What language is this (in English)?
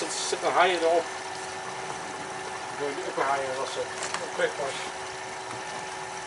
Dutch